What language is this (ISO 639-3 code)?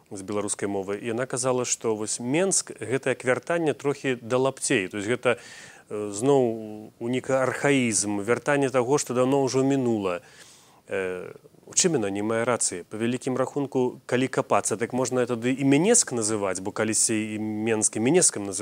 bel